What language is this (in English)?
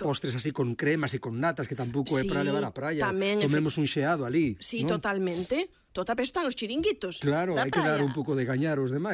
Galician